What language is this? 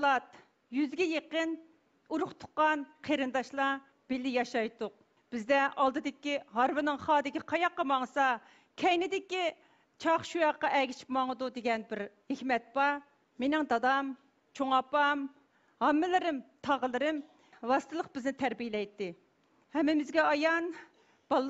Uyghur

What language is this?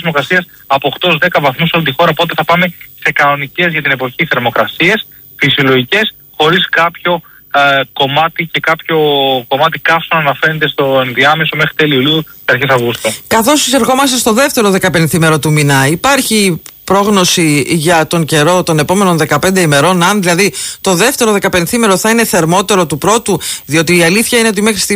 Greek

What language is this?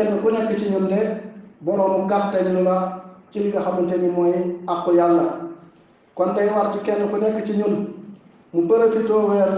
Wolof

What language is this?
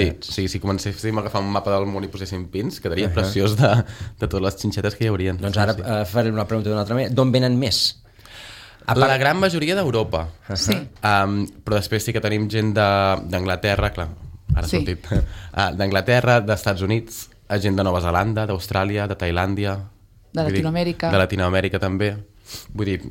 Catalan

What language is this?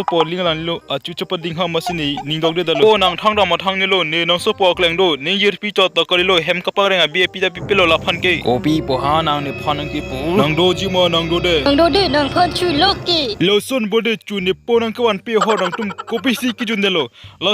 Karbi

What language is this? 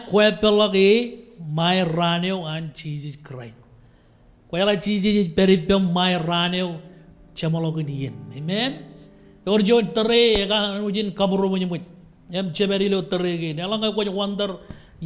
Marshallese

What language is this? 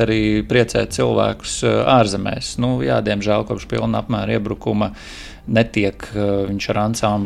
Latvian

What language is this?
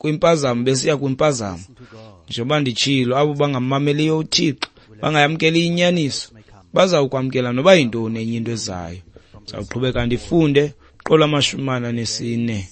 Xhosa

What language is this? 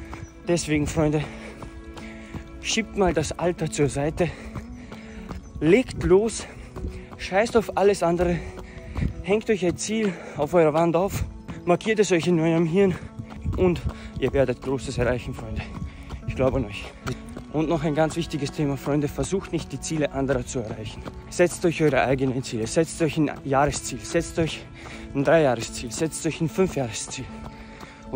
German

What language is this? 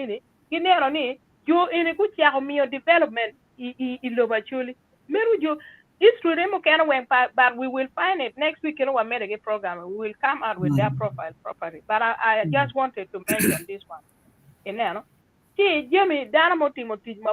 Acoli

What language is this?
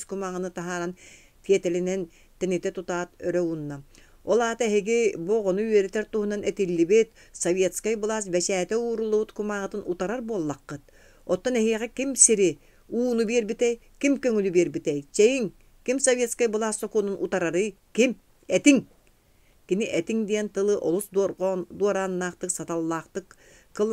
Yakut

